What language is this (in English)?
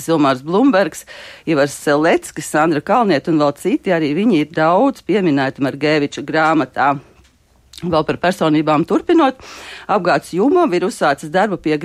Latvian